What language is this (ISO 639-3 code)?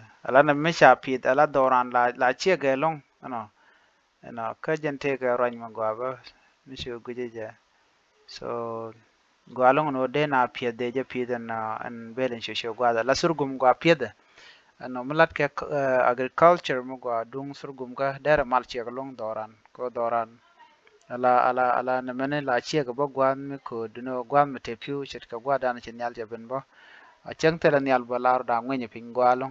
nus